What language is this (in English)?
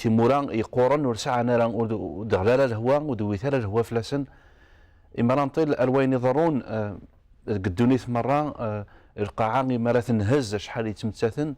Kabyle